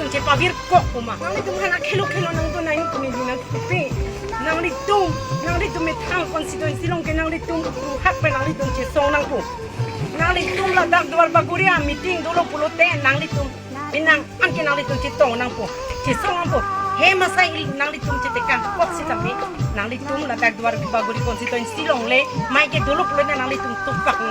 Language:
Karbi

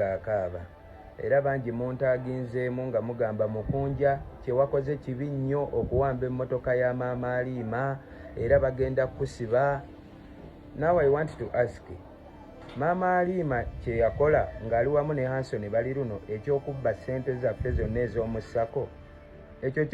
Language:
Ganda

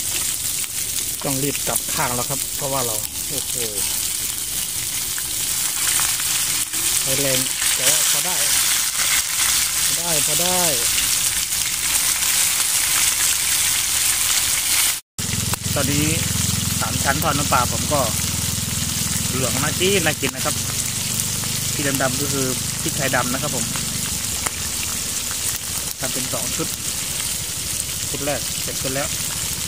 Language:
Thai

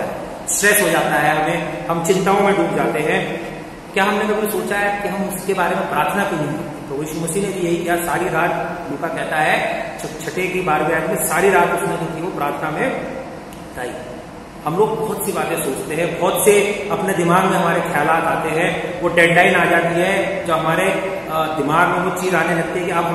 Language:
Hindi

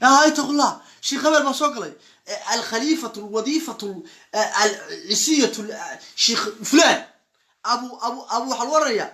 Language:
Somali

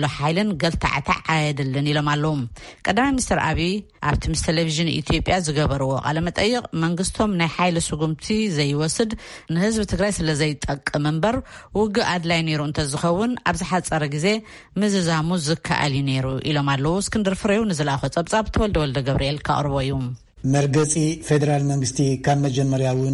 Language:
Tigrinya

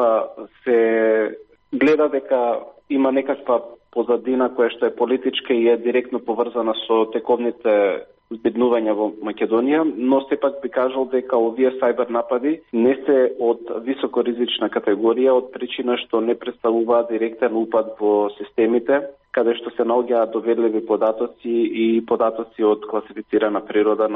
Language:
Macedonian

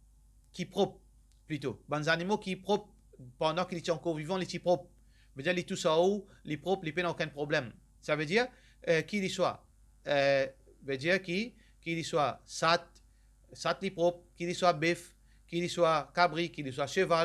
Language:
Morisyen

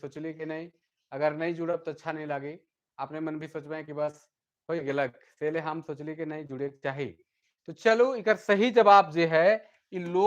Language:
Sadri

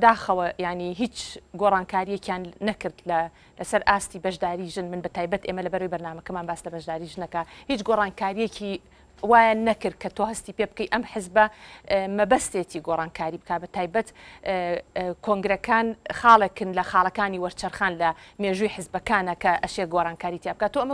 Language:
Central Kurdish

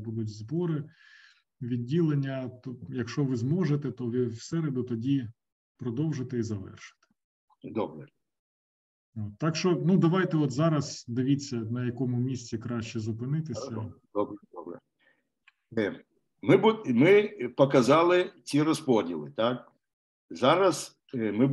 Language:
Ukrainian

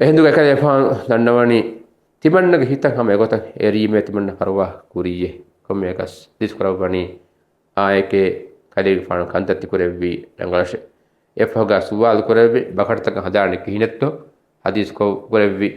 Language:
Divehi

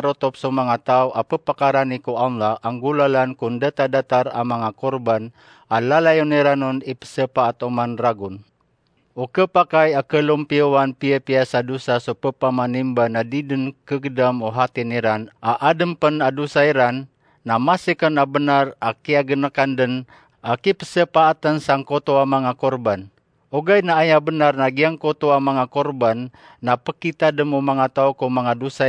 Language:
Maranao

